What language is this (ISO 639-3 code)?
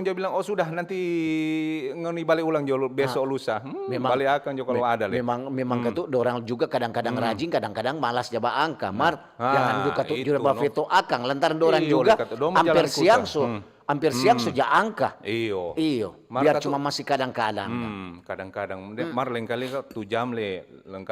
xmm